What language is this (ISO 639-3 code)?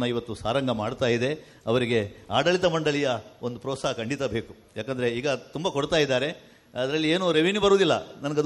kan